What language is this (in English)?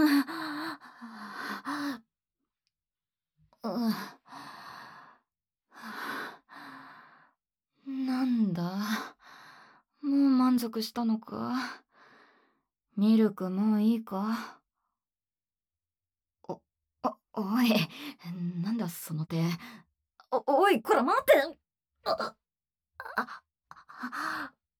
Japanese